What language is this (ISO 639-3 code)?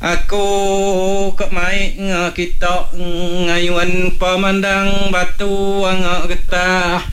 iba